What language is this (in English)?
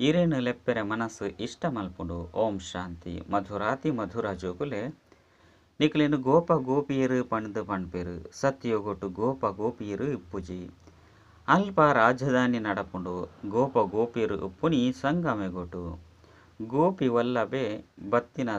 Tulu